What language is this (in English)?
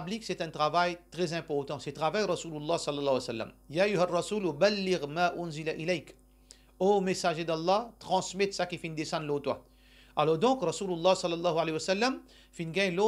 Morisyen